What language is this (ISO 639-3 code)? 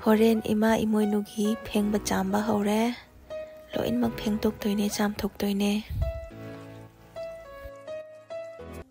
mni